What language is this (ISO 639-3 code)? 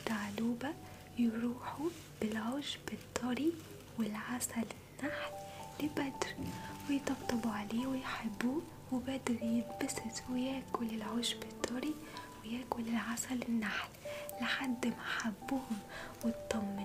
arz